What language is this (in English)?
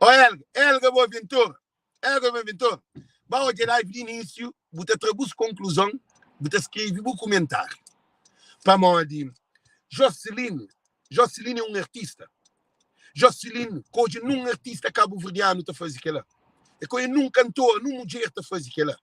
Kabuverdianu